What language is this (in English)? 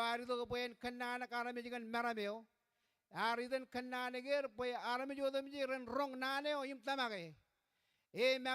Marshallese